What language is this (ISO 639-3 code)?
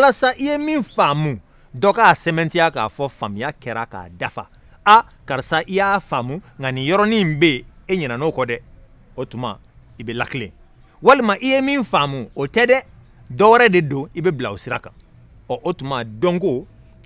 bam